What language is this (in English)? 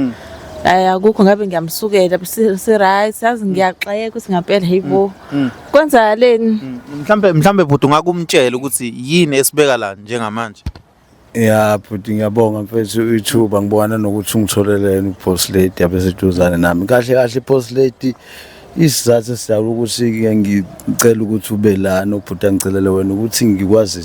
Zulu